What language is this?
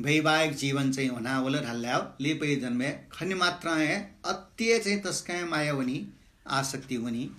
Newari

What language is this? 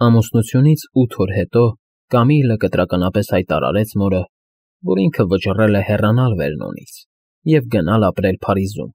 Armenian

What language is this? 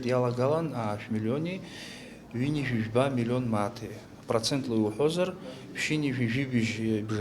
Abkhazian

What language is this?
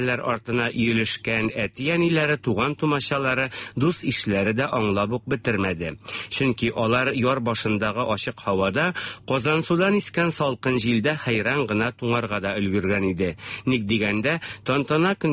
Tatar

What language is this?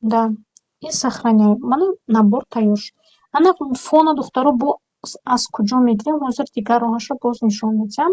Tajik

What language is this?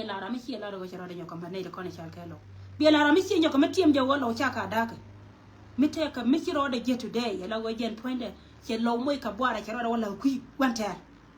Nuer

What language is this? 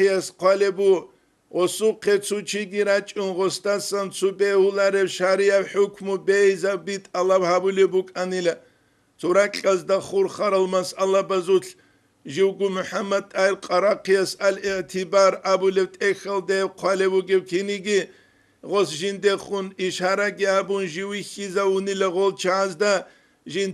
Avaric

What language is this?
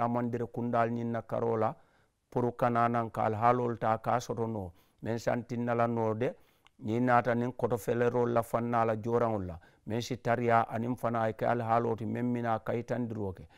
Mandingo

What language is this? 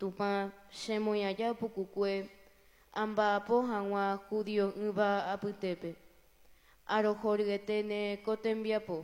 Guarani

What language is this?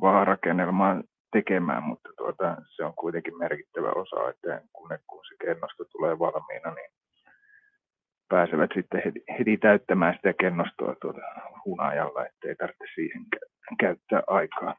Finnish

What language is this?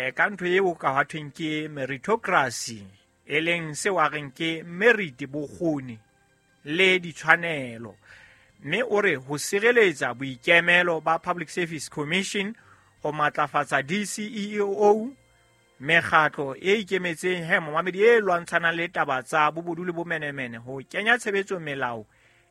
Southern Sotho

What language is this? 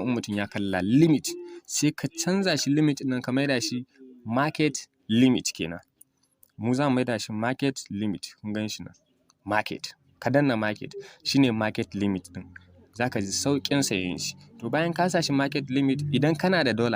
Hausa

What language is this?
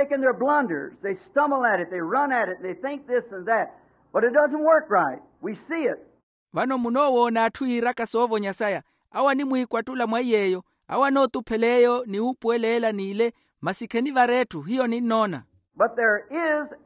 Makhuwa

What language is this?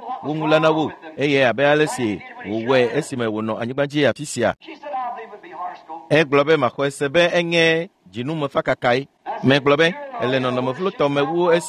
Ewe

